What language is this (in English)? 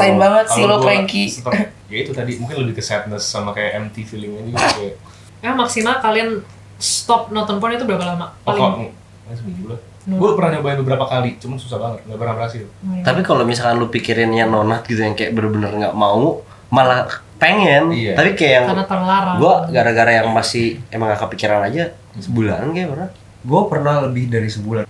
Indonesian